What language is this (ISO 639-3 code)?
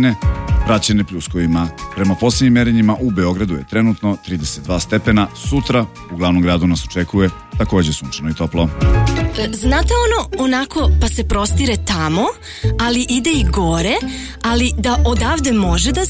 srp